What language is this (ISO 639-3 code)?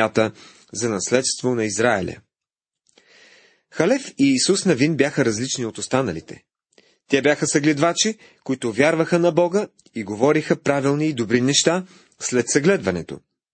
bul